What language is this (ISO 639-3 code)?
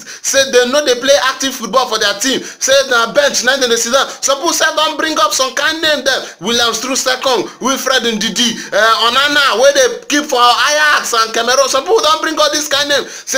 pcm